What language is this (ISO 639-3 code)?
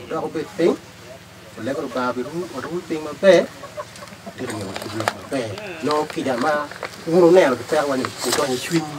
ach